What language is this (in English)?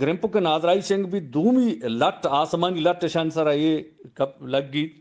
Eastern Balochi